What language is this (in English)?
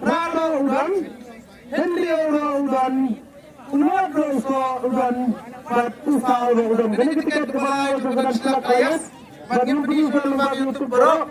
Khasi